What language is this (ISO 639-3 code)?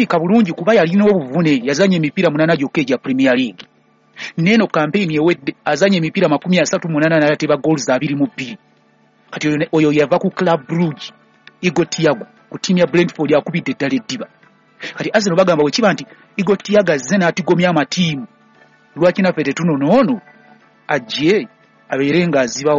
lug